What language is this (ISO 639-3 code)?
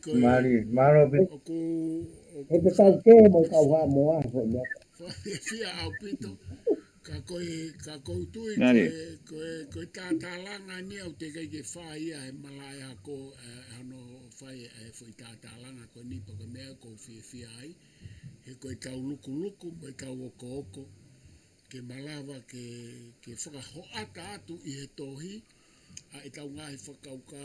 ton